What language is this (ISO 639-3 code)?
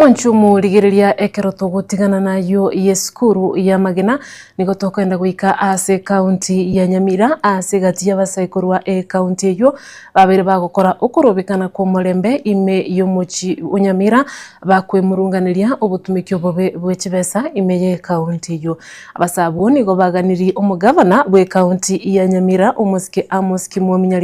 guz